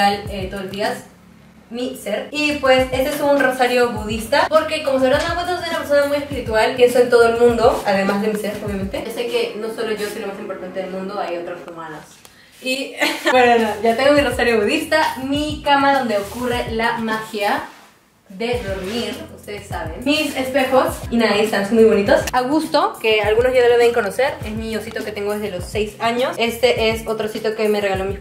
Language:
Spanish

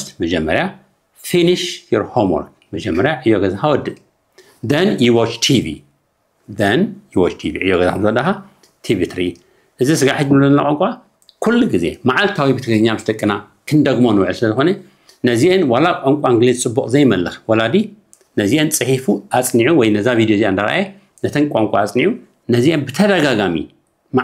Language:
Tigrinya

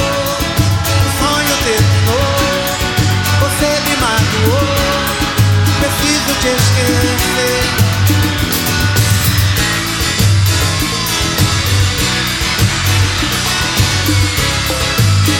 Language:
Portuguese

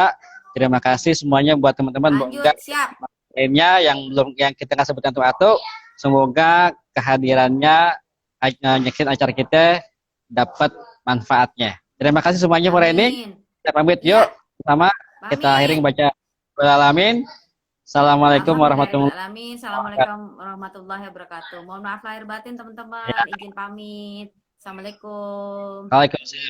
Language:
Betawi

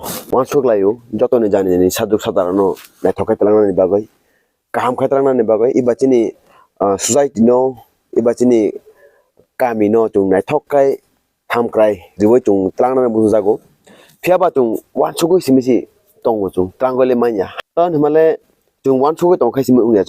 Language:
Kok Borok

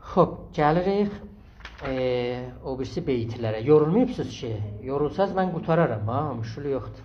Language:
South Azerbaijani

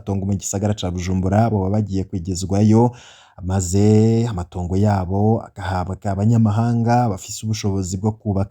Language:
Rundi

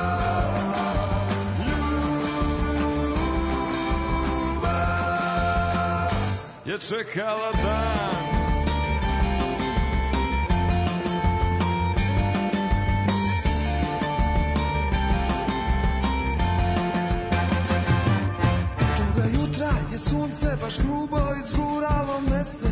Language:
Serbian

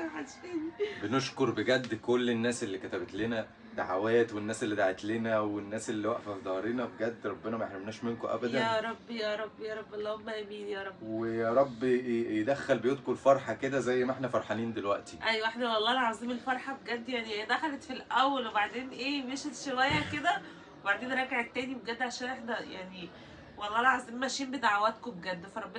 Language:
Egyptian Arabic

